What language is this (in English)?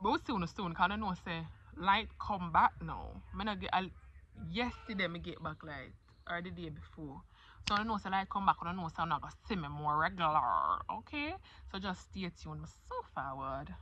Jamaican Creole English